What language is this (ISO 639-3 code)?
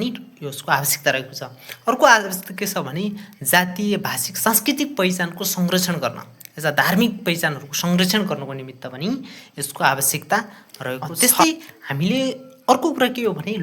nep